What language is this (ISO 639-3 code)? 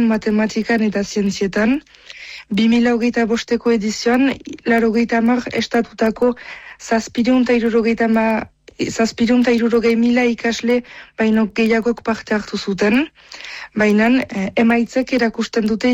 eus